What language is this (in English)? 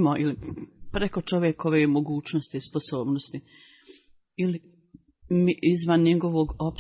Bosnian